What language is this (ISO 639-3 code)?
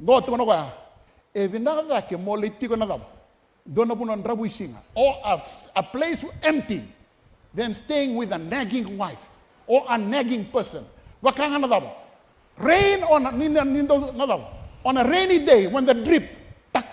fij